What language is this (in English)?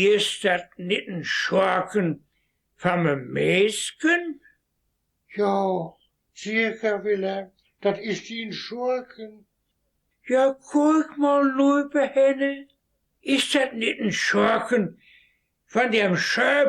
Westphalien